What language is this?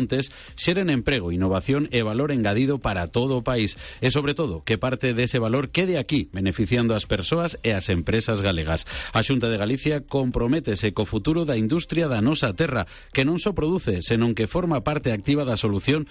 Galician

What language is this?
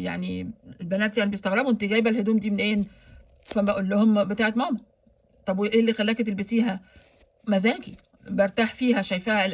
Egyptian Arabic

